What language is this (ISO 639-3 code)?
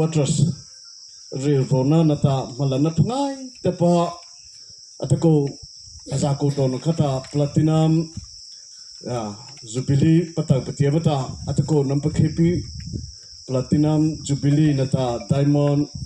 mrh